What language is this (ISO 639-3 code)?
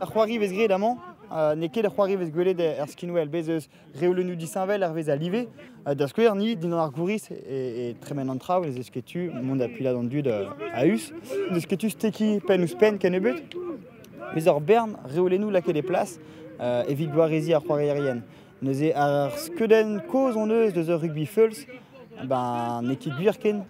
bre